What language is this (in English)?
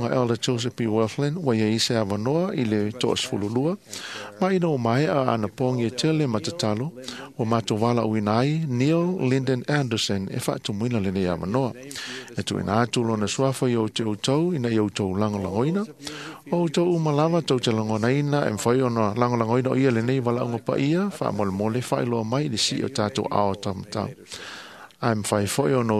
Samoan